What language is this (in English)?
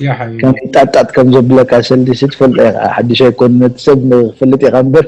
Tigrinya